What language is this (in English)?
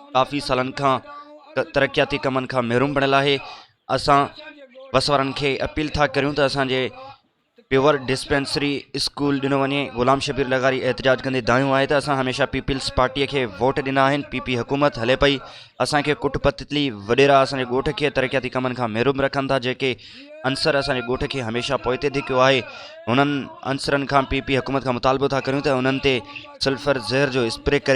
Sindhi